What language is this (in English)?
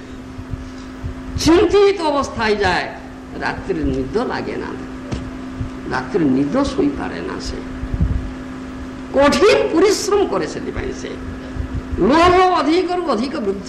Odia